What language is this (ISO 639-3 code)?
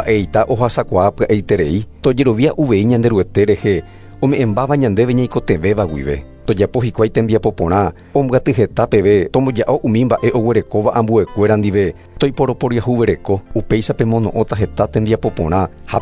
grn